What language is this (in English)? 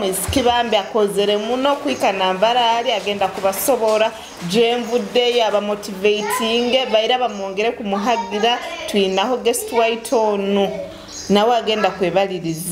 Tooro